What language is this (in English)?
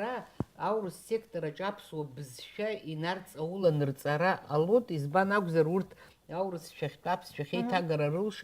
Abkhazian